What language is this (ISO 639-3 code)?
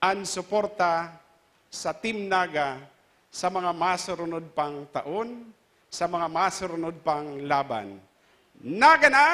bik